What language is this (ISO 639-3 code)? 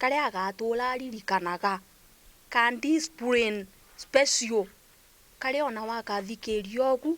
mer